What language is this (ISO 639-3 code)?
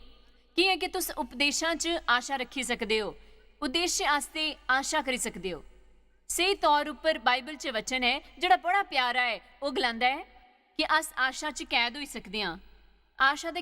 doi